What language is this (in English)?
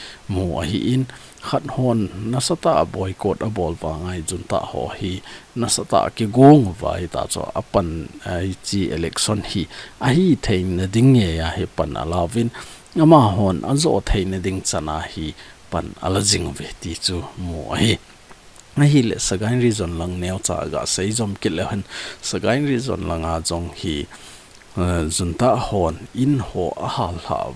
Thado Chin